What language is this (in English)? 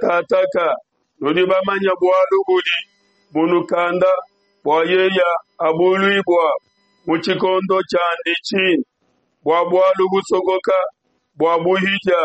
Luba-Lulua